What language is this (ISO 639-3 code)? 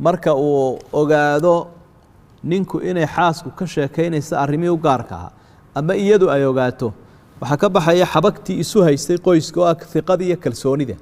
som